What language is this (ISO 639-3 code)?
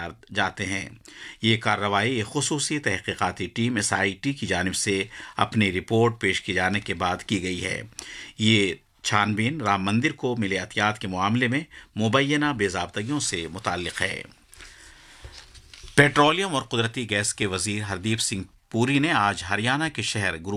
urd